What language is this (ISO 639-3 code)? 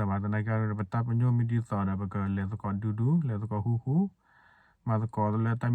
ksw